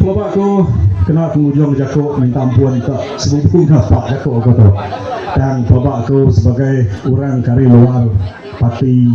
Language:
Iban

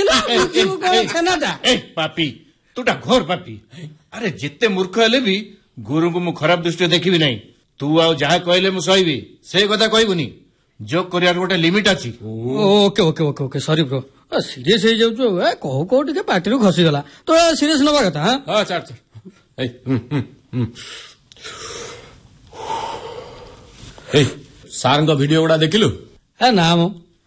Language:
Odia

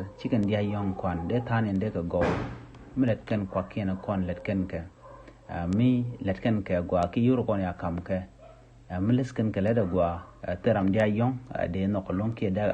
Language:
Nuer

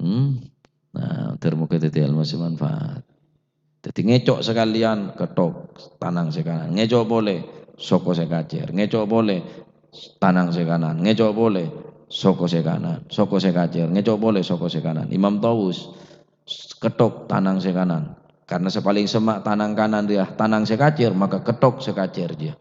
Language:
Madurese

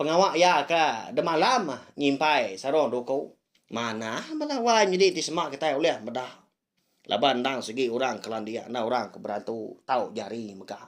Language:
Iban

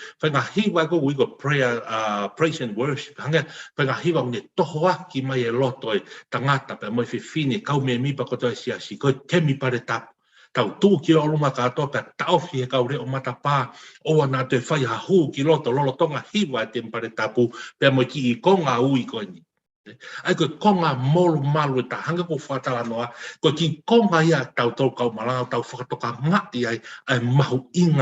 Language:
Tongan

